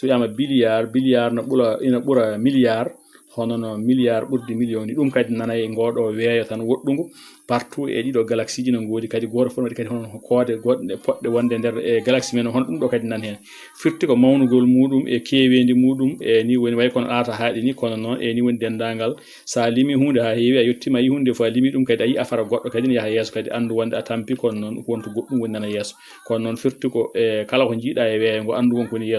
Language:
Fula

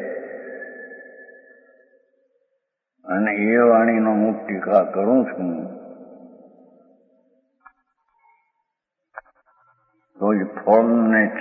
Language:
Gujarati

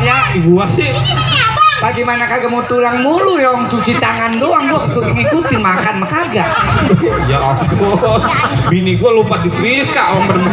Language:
Betawi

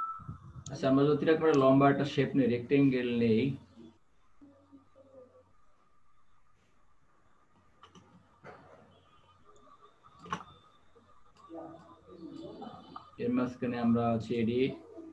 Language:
Bangla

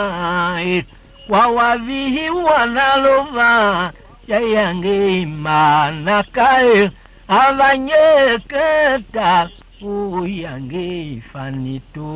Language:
Tiv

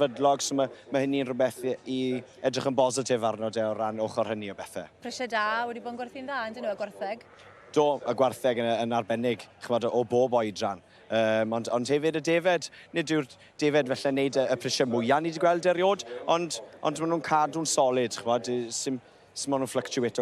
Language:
Welsh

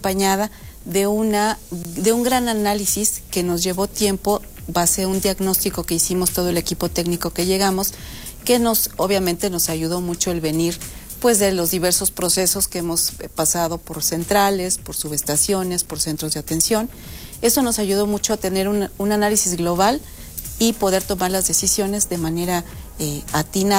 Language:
Spanish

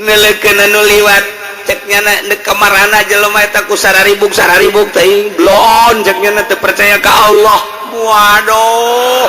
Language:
Sundanese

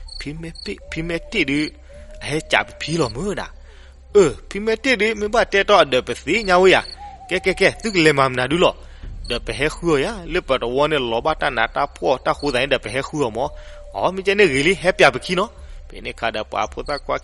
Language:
S'gaw Karen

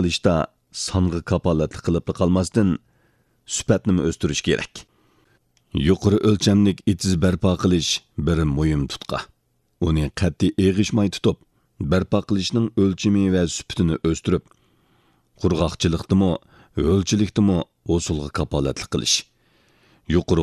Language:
Uyghur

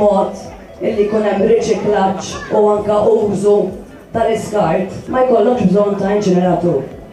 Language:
Maltese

